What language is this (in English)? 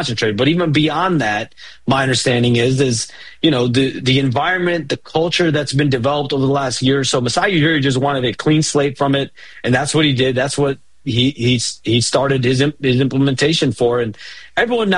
English